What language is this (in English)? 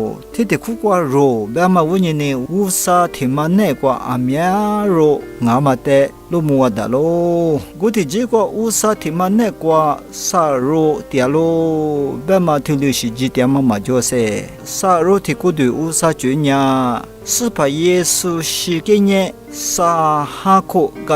Lisu